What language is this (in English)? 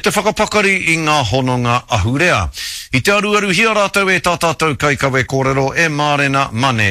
Māori